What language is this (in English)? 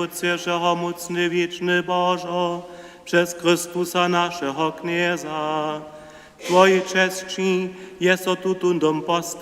Upper Sorbian